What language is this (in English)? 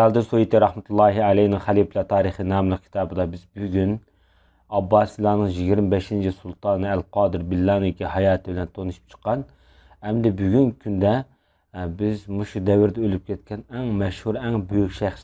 Uyghur